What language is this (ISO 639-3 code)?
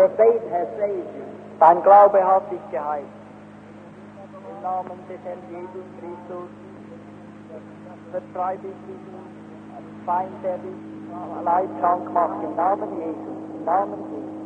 deu